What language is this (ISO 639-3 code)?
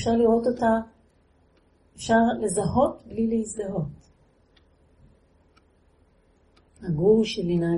heb